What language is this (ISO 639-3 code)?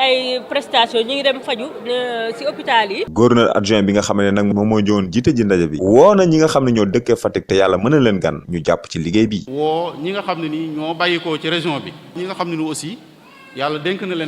wol